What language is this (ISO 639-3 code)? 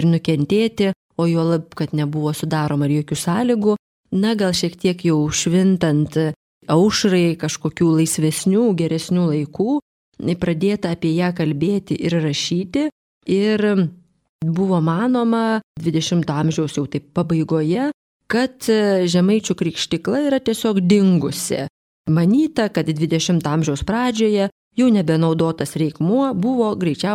lit